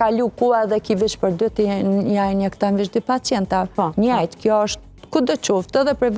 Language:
Albanian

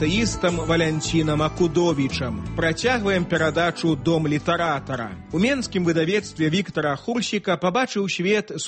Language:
Belarusian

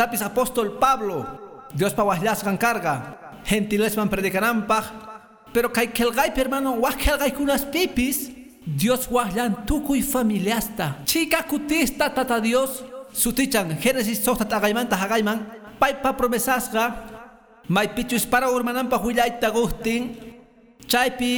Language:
Quechua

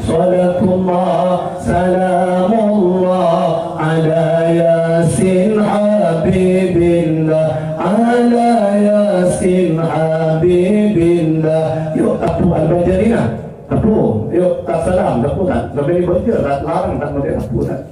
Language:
Madurese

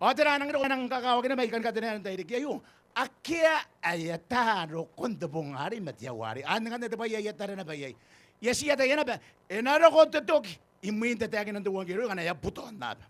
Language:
Gilbertese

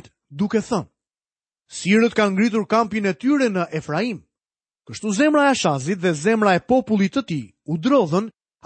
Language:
Albanian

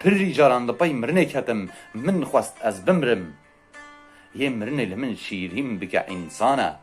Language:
Kurdish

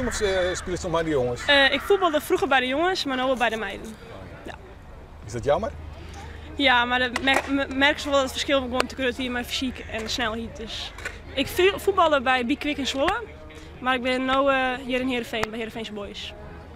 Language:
Western Frisian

